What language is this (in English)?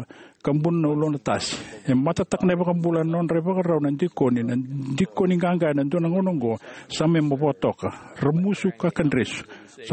Fijian